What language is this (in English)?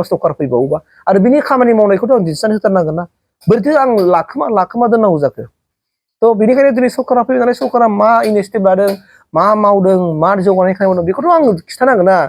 Bodo